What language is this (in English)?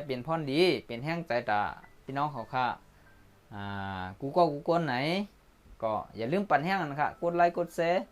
Shan